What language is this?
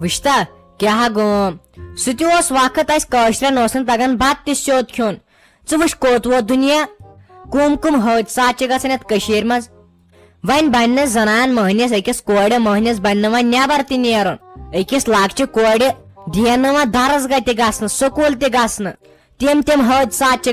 Kashmiri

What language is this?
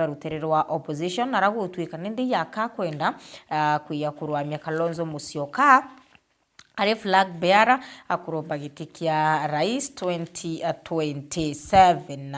Meru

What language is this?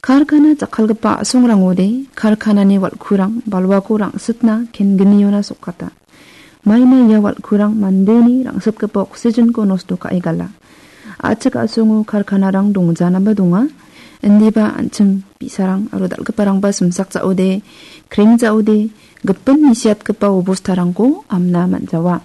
Garo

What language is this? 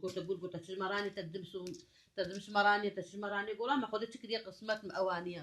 Kurdish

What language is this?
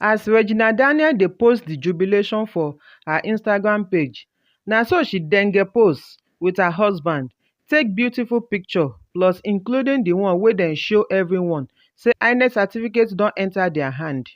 Nigerian Pidgin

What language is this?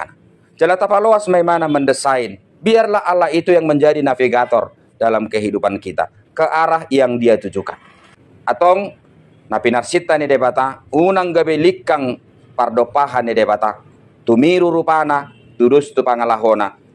Batak Toba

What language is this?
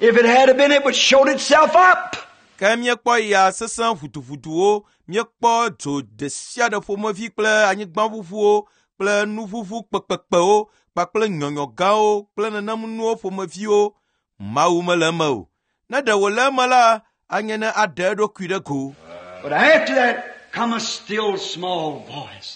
Ewe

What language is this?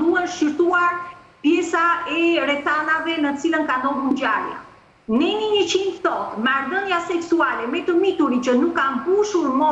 Albanian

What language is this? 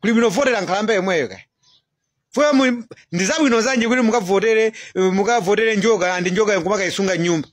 Nyanja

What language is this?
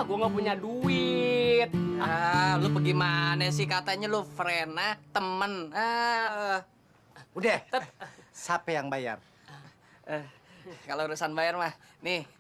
Betawi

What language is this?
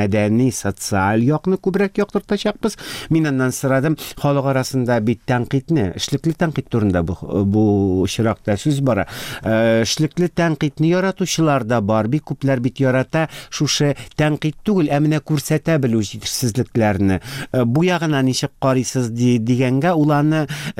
Tatar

